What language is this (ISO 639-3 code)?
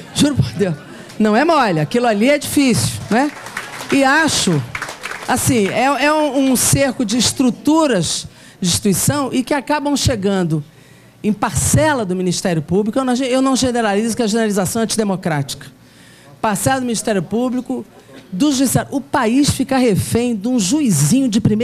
por